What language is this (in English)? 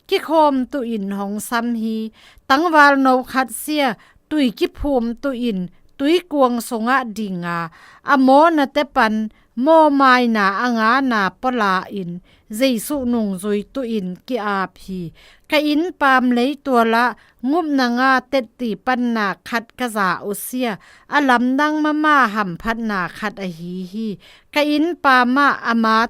Zou